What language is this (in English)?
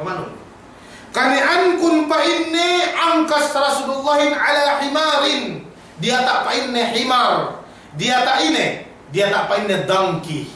Yakan